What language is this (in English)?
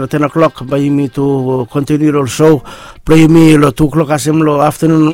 Bislama